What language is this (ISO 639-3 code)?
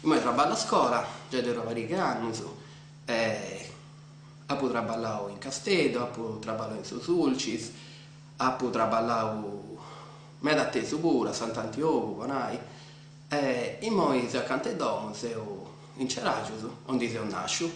srd